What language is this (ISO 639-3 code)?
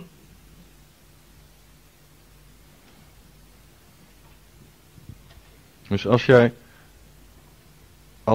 nld